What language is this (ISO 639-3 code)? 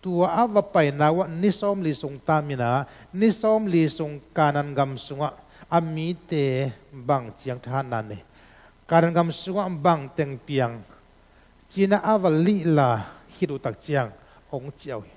ctd